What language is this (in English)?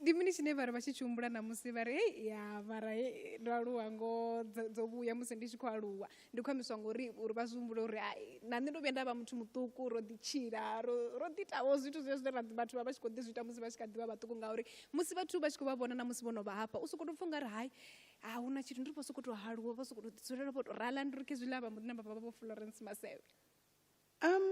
Venda